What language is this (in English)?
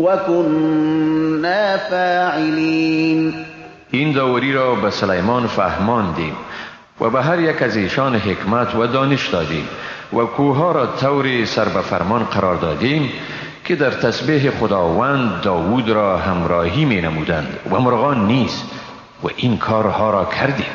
Persian